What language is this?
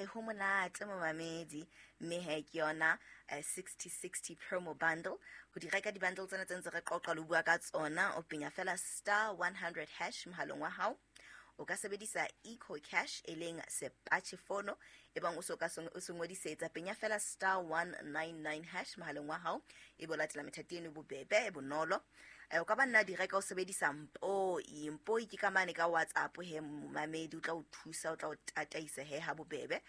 Southern Sotho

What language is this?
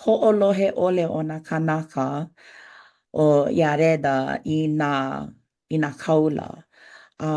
Hawaiian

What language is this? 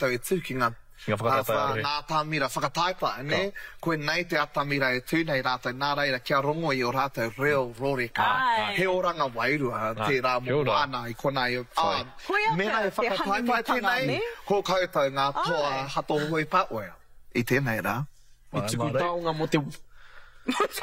Māori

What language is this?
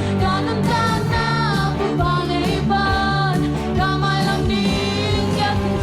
Tedim Chin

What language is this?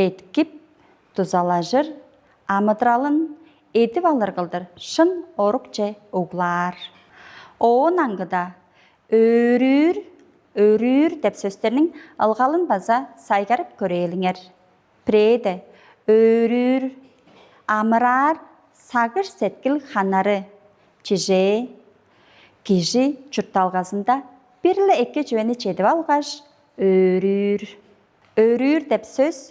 Tuvinian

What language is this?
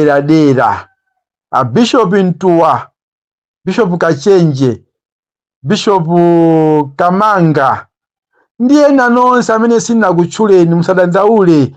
Nyanja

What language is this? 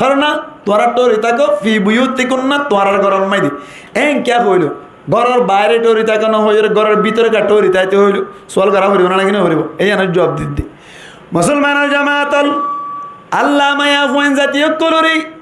Rohingya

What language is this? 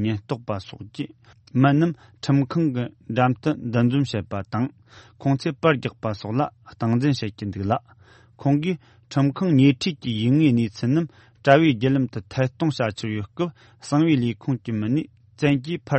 Tibetan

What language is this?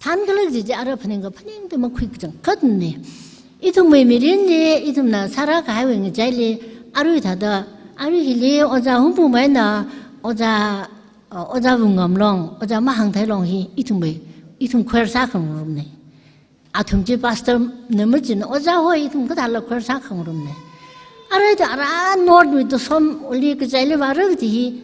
Tangkhul Naga (India)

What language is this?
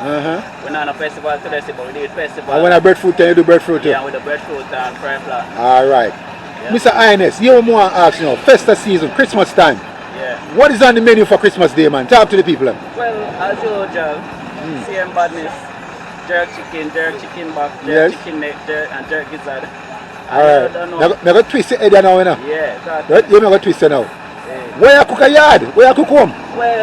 Jamaican Creole English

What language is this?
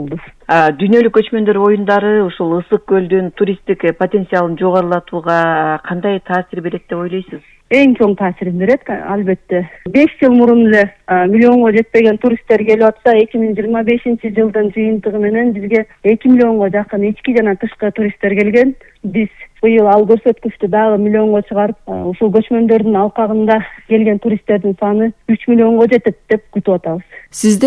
Kyrgyz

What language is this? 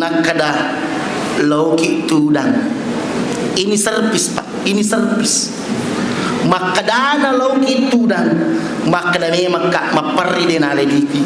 Buginese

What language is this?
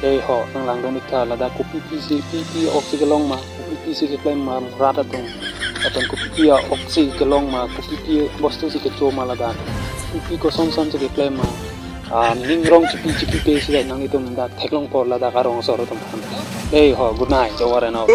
Karbi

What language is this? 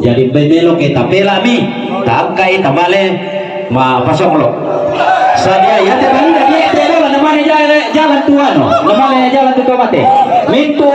Toraja-Sa'dan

